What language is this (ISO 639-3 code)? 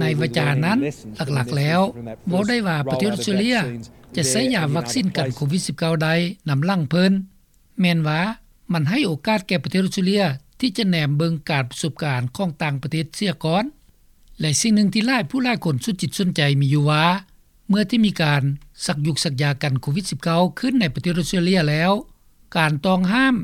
lao